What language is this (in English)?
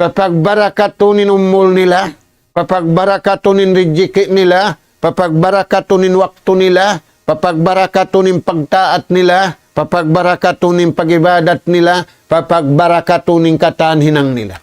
Tausug